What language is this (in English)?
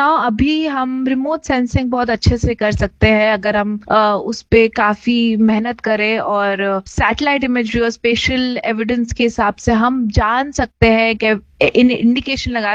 Hindi